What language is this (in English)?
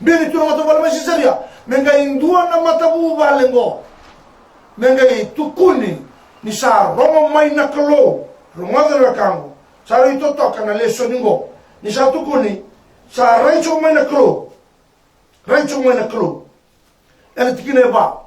Fijian